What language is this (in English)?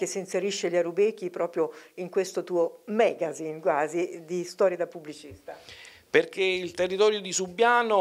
Italian